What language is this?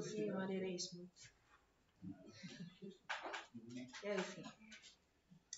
Afrikaans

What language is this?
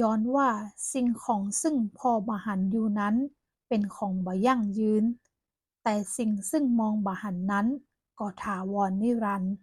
Northern Thai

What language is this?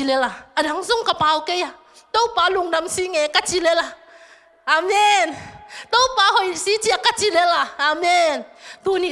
Tedim Chin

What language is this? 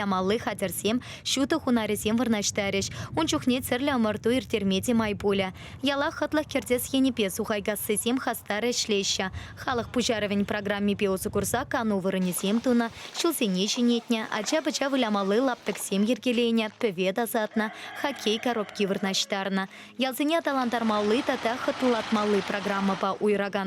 Chuvash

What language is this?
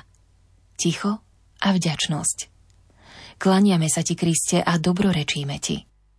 Slovak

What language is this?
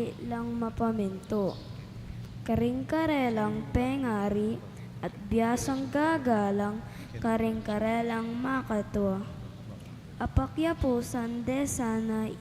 Pampanga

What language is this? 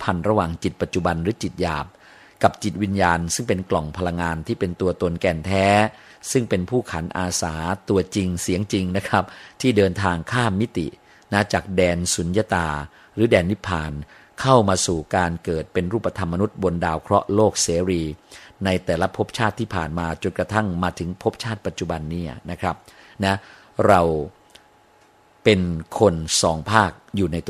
Thai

